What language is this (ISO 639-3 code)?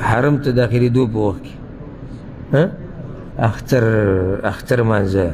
pus